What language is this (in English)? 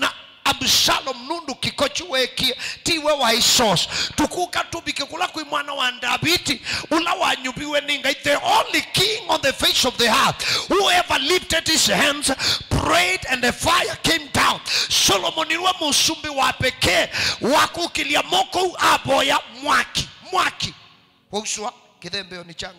Kamba